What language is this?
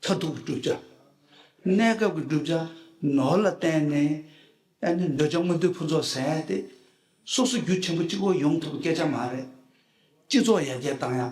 Tibetan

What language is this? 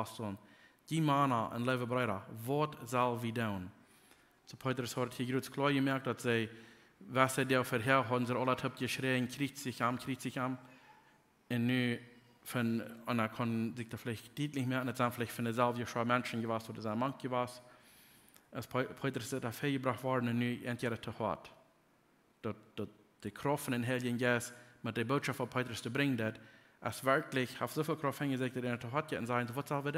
Plautdietsch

